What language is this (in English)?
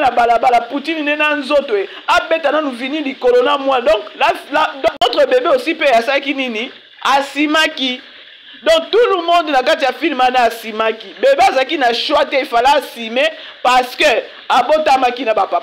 Lingala